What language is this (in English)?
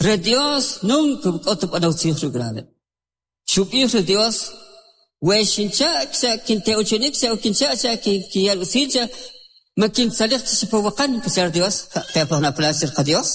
Kʼicheʼ